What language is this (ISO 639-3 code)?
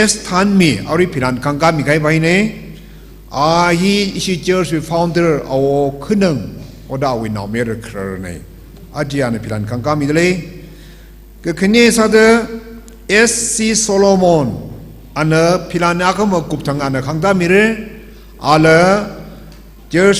nmf